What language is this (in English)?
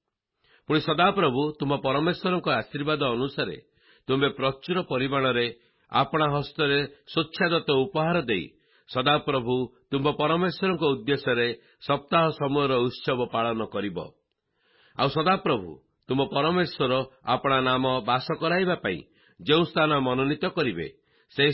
Odia